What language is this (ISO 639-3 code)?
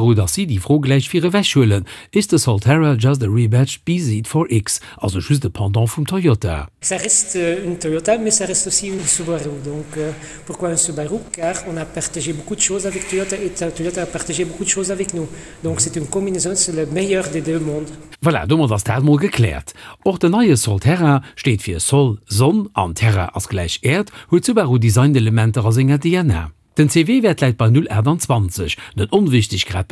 ltz